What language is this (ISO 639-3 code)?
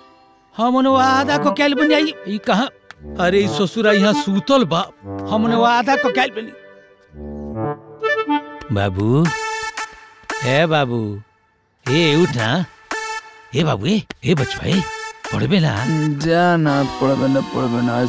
bho